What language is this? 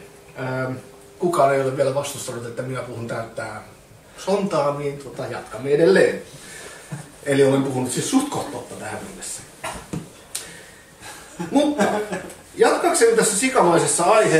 Finnish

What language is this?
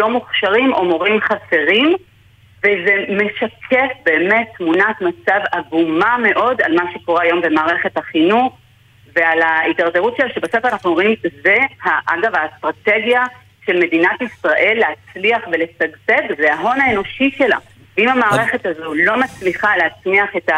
Hebrew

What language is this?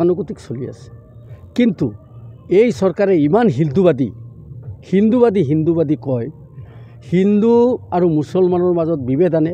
Assamese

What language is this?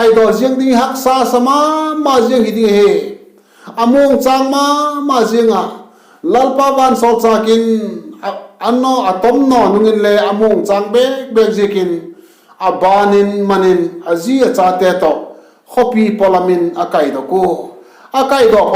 Vaiphei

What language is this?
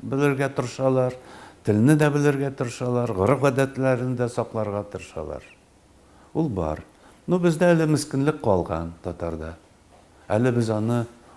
Tatar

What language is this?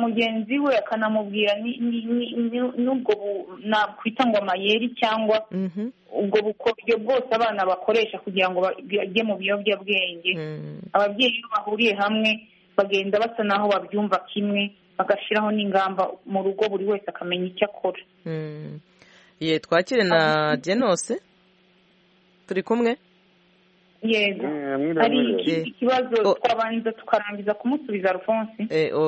Kinyarwanda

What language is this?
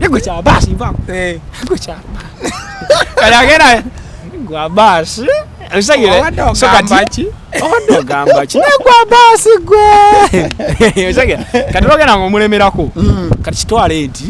Ganda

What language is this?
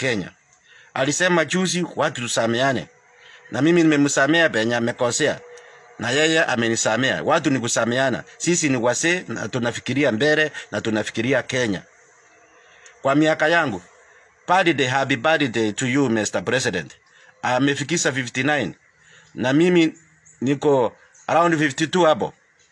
Swahili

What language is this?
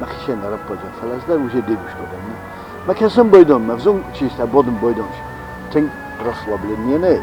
Ossetic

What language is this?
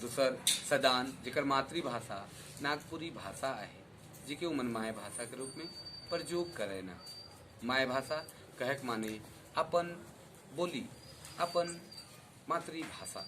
Sadri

